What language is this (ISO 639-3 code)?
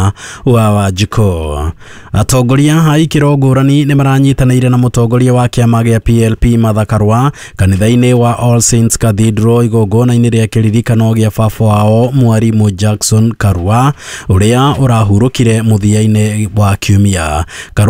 kik